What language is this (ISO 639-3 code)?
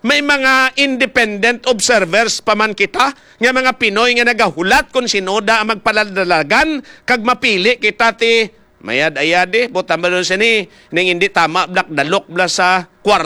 hil